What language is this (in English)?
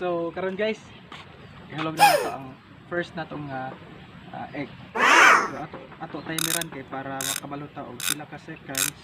Cebuano